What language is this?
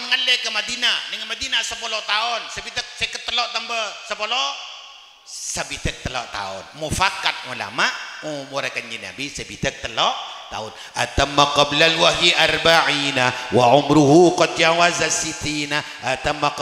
Madurese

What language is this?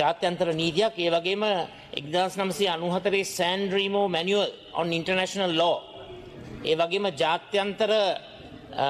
Sinhala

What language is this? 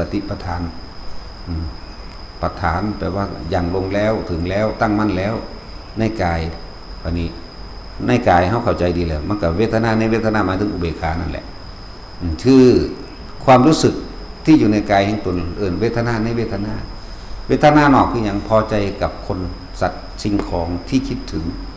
Northeastern Thai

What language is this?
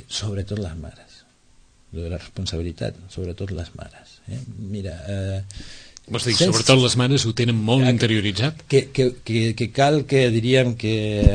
Catalan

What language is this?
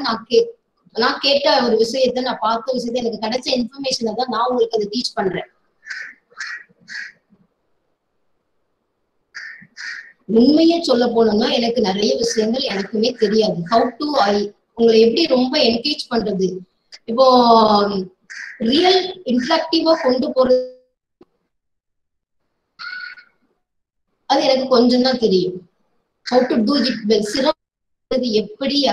Tamil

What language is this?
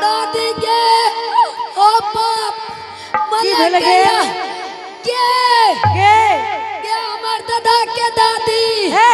Angika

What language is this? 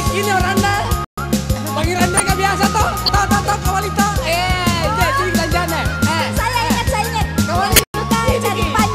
Makasar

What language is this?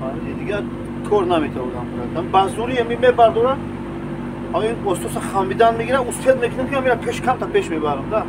Tajik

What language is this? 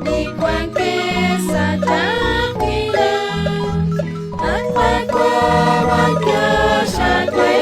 Kekchí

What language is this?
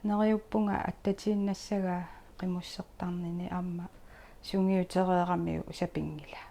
Kalaallisut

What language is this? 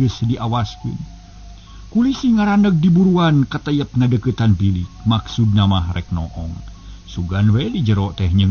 Sundanese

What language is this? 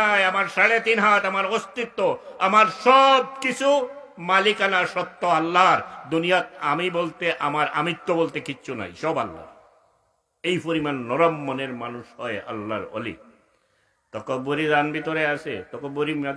Sylheti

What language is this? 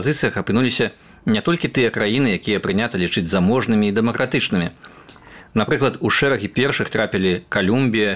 Belarusian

